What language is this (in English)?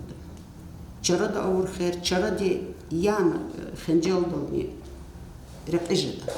Lezghian